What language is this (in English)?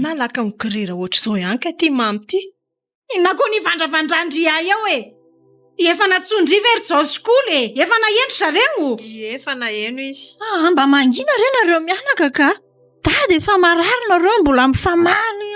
Malagasy